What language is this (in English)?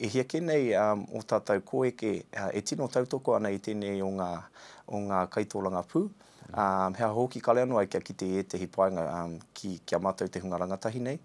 Māori